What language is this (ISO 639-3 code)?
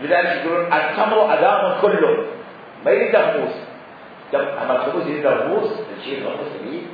acm